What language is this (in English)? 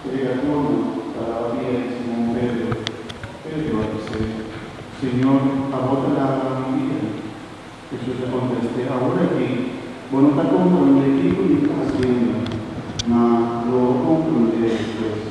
Papiamento